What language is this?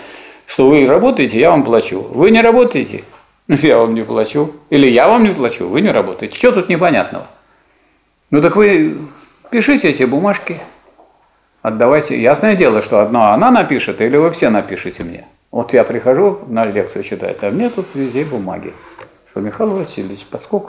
Russian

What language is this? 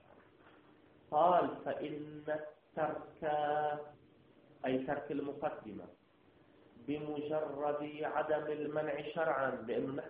Arabic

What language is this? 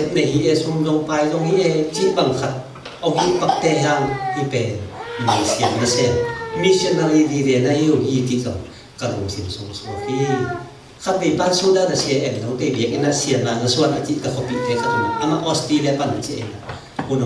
Tedim Chin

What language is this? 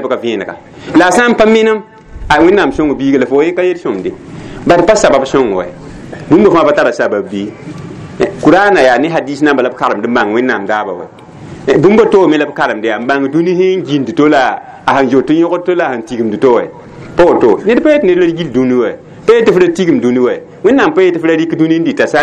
Mossi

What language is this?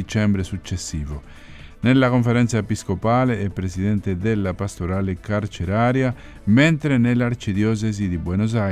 Italian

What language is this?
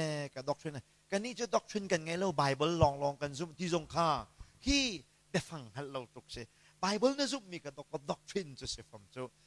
Hakha Chin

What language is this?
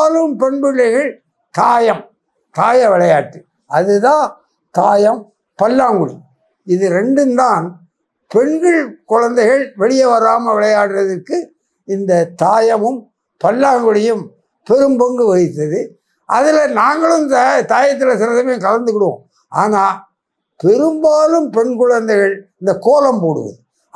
Tamil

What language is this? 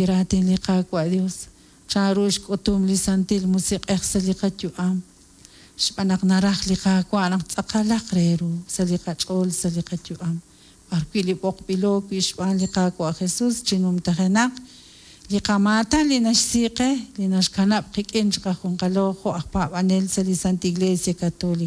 Kekchí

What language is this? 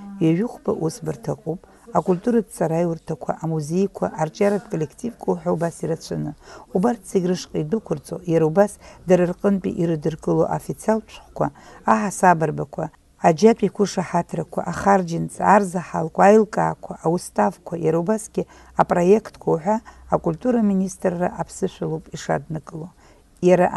Abkhazian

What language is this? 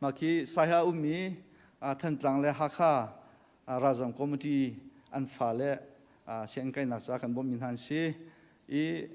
Hakha Chin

